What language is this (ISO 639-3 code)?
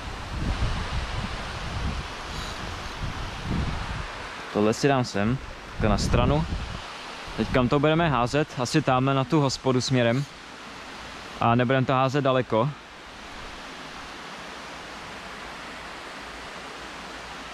ces